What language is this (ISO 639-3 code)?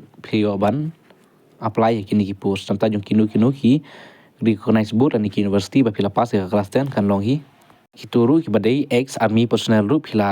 kha